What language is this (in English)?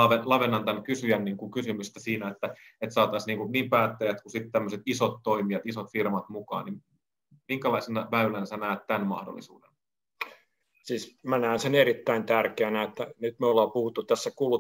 Finnish